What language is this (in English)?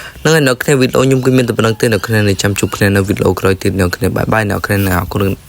Khmer